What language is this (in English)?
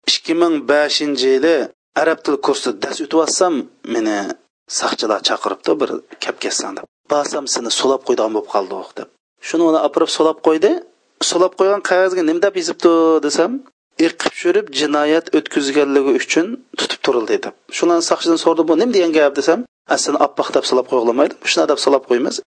Uyghur